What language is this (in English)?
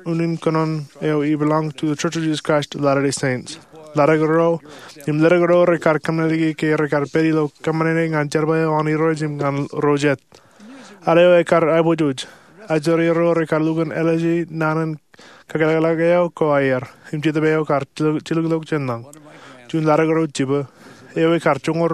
Marshallese